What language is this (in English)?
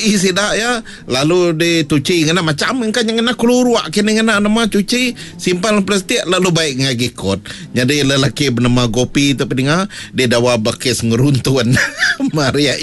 Iban